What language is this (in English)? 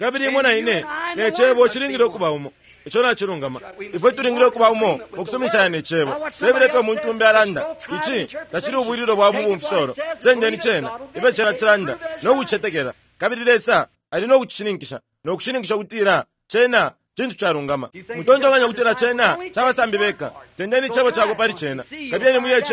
Bemba